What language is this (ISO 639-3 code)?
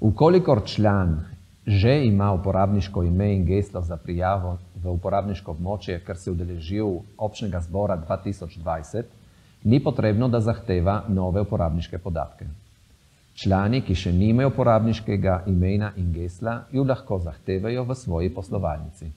slv